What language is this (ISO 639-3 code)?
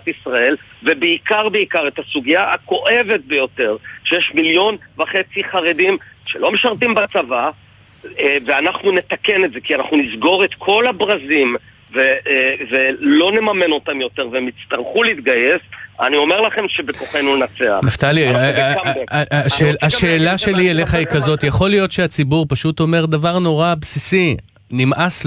heb